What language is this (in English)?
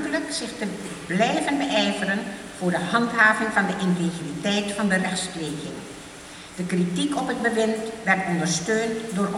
Dutch